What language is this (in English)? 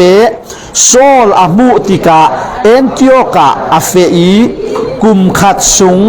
Falam Chin